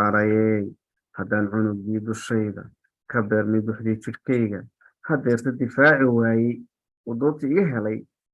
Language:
Somali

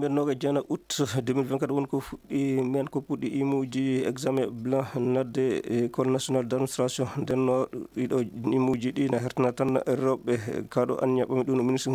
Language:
Fula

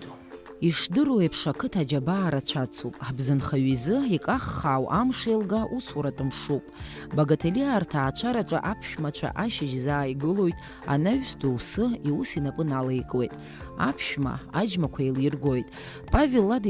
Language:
Abkhazian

